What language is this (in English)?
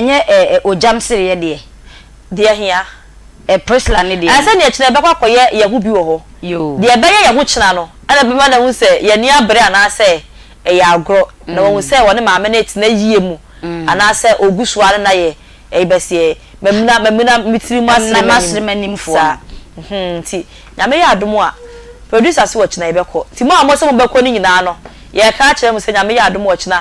Akan